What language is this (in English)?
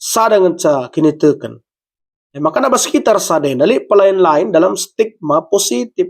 Batak Karo